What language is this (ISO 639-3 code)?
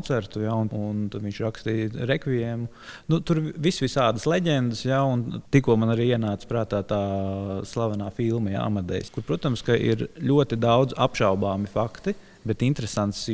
lav